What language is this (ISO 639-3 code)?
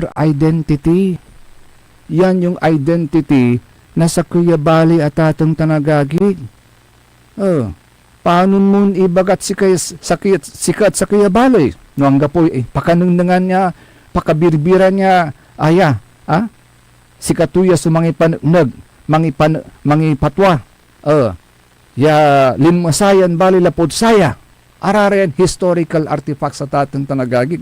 pag